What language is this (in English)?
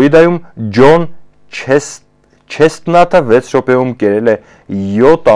Armenian